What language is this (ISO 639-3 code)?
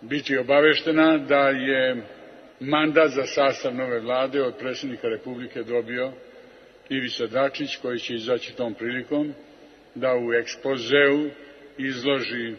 srp